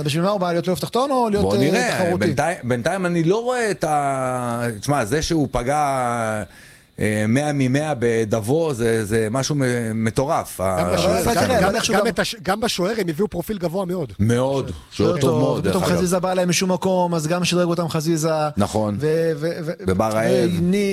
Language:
Hebrew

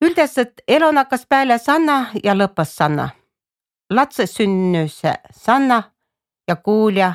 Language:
Estonian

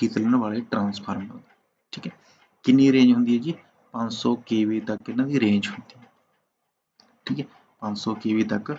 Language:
Punjabi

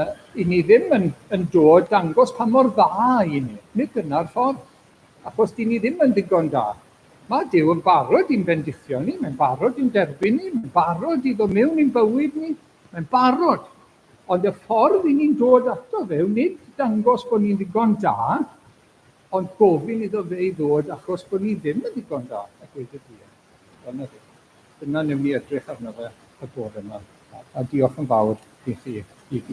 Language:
Welsh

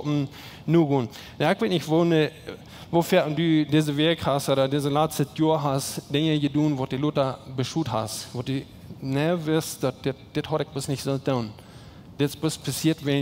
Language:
Plautdietsch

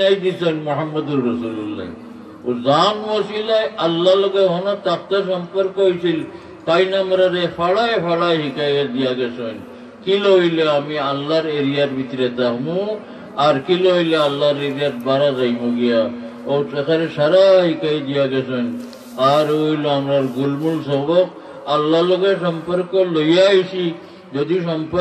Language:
Sylheti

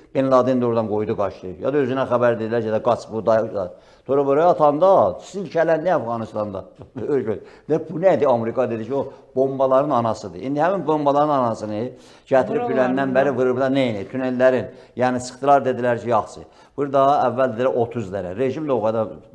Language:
Azerbaijani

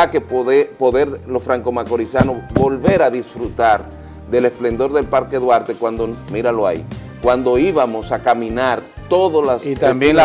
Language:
Spanish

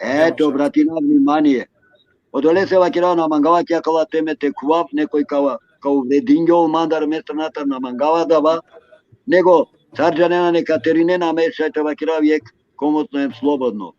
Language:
Balkan Romani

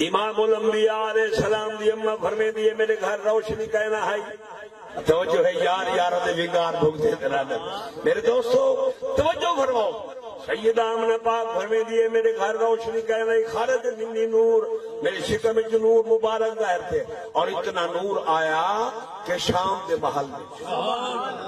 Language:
Saraiki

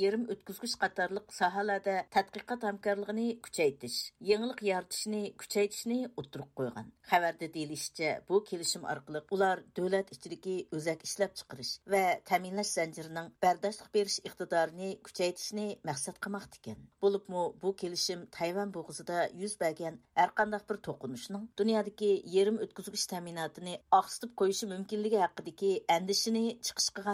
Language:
Uyghur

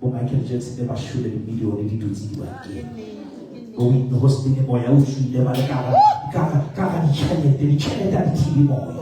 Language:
Southern Sotho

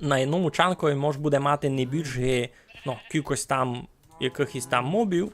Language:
Rusyn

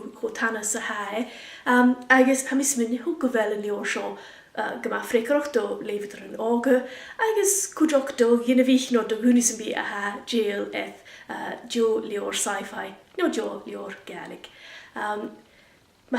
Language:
Scottish Gaelic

